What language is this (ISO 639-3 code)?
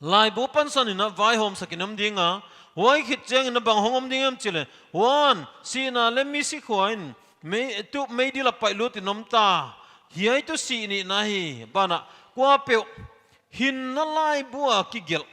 pck